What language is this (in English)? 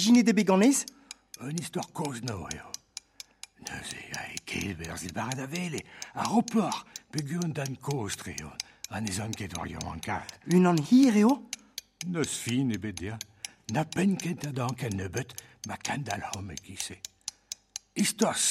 Breton